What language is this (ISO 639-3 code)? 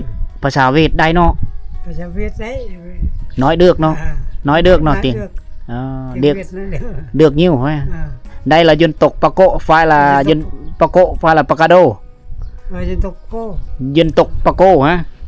lao